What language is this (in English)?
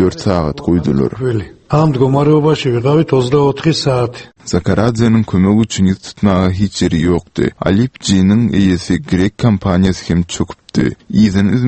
Turkmen